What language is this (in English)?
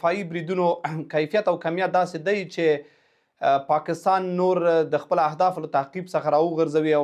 Pashto